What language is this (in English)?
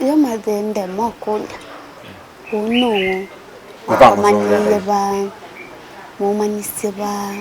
Kamba